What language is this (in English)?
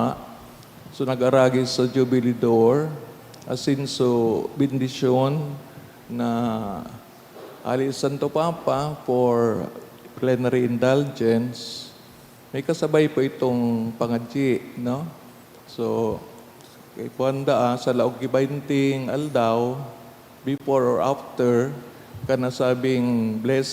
Bikol